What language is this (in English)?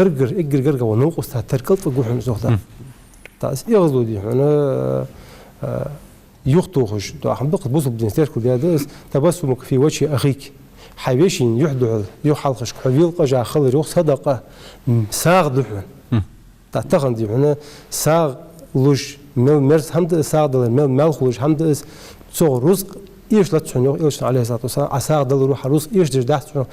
Ingush